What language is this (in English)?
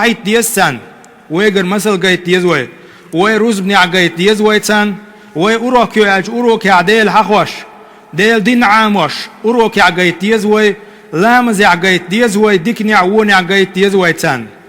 Chechen